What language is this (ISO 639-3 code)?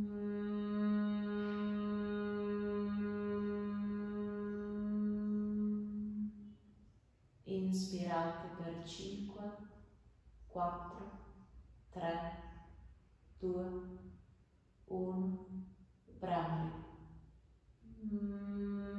ita